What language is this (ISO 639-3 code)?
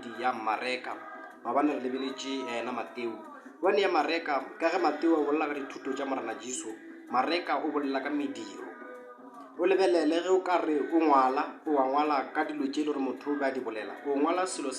nso